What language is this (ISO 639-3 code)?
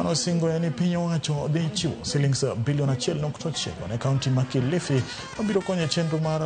luo